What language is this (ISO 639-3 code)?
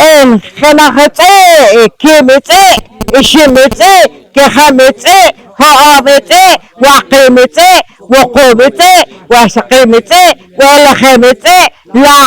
poh